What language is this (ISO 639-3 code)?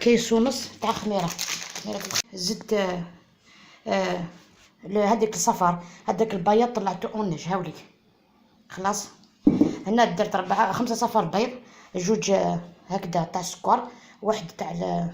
arq